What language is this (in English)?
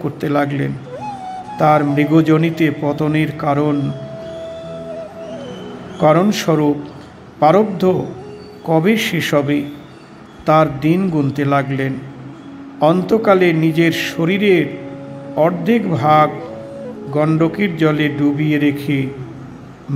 Bangla